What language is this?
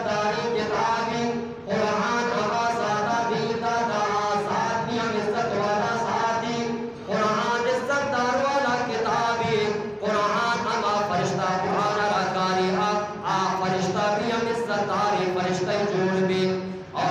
Eastern Balochi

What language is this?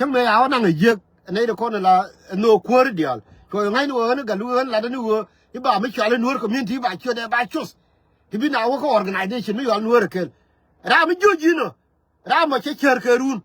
Nuer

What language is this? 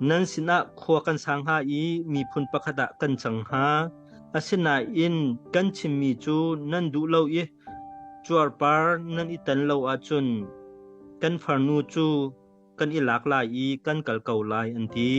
Hakha Chin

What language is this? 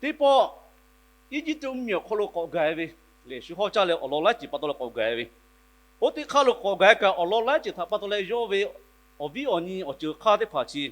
Lahu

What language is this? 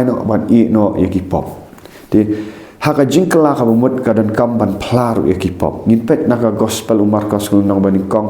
Khasi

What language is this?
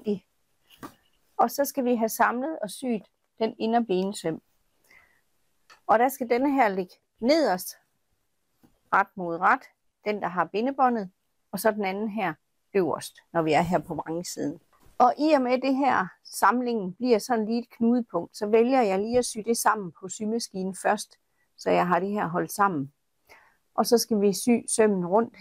Danish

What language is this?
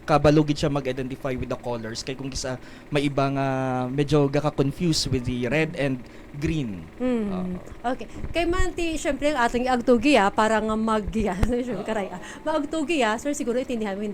Hiligaynon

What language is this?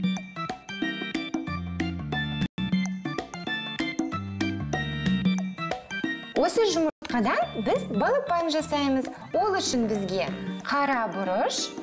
Kazakh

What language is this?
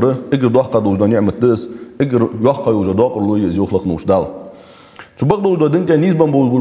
Ingush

